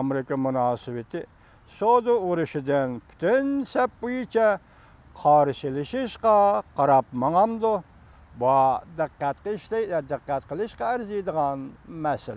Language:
Uyghur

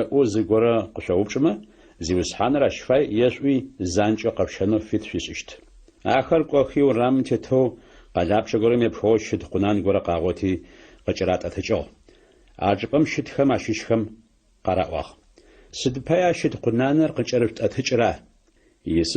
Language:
Adyghe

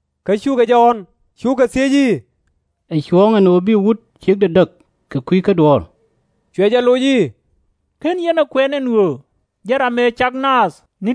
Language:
Nuer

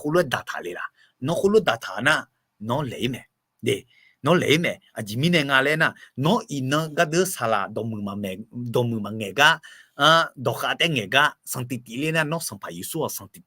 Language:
Akha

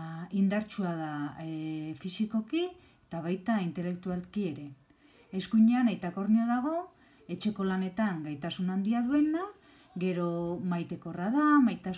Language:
Basque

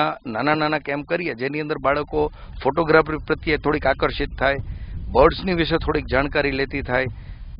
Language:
Gujarati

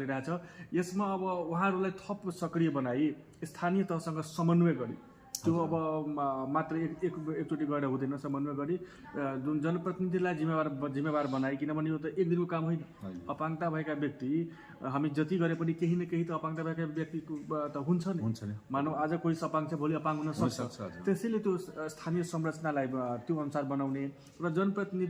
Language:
Nepali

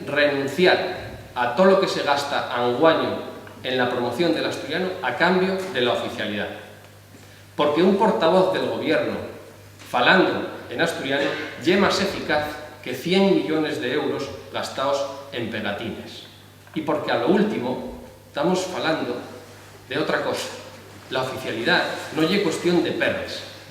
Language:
Asturian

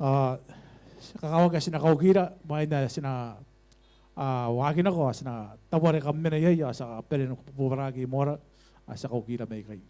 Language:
Gilbertese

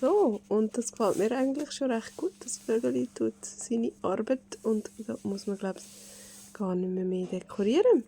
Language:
Swiss German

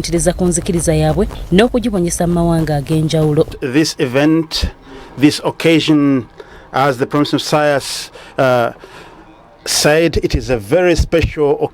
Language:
Ganda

